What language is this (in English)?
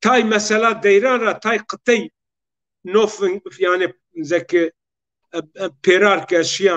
Zaza